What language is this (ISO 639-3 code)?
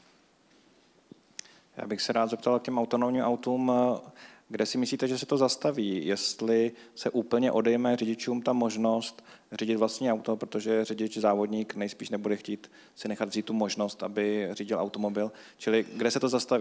ces